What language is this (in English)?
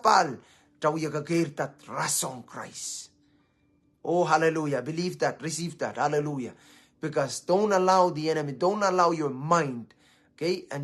Pohnpeian